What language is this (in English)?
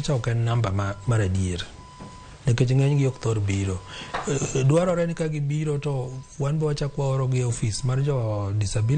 Luo (Kenya and Tanzania)